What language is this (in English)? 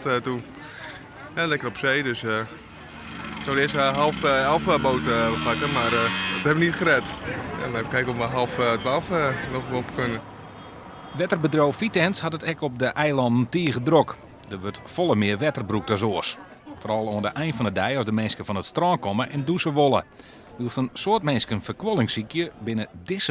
Western Frisian